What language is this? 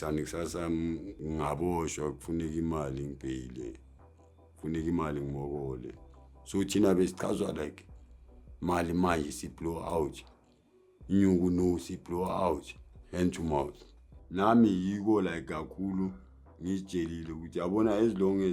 Zulu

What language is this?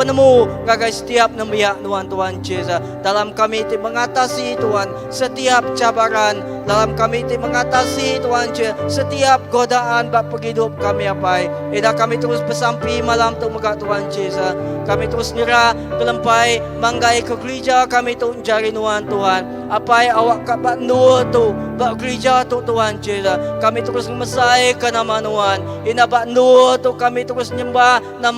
Iban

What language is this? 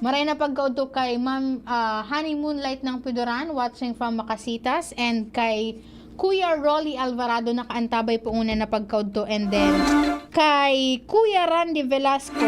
Bikol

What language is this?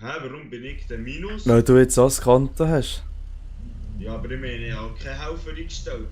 Swiss German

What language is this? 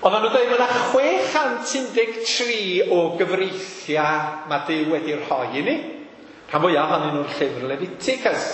Welsh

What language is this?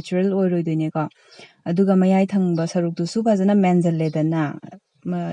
Manipuri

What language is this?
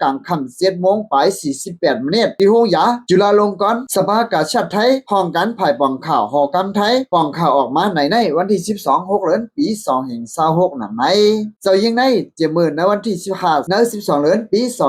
Shan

